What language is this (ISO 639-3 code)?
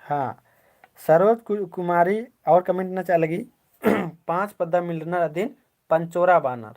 kru